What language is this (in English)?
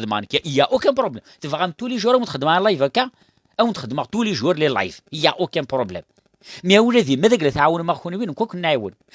Kabyle